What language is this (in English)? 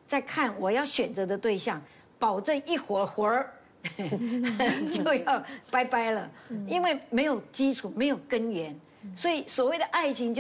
Chinese